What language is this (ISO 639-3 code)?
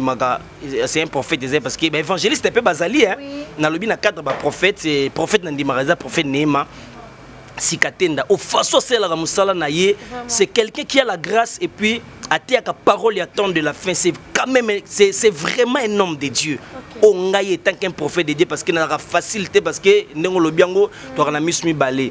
lin